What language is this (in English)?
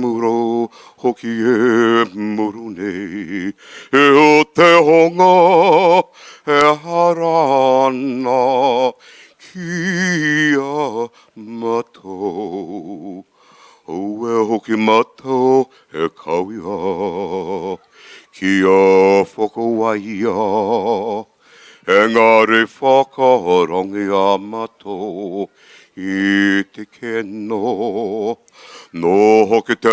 Māori